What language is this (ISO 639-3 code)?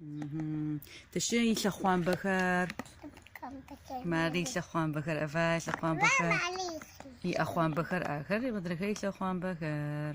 ady